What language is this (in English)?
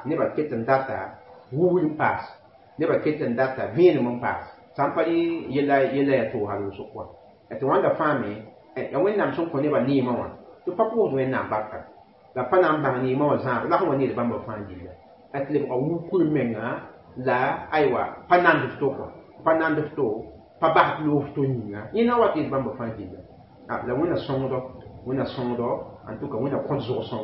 Mossi